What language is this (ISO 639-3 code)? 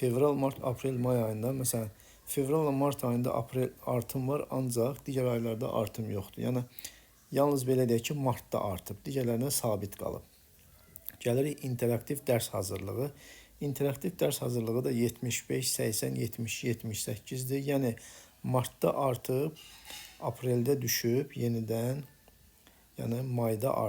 aze